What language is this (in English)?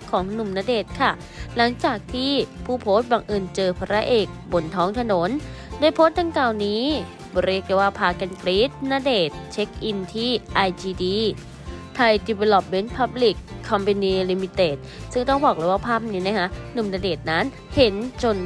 Thai